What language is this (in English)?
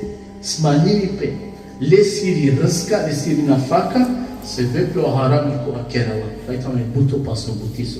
Balkan Romani